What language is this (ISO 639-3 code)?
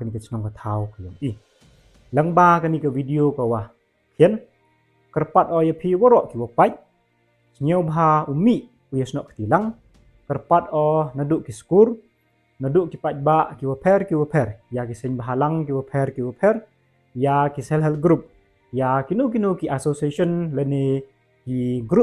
pbv